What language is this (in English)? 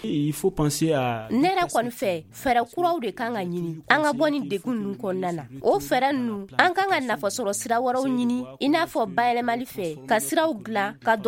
Bambara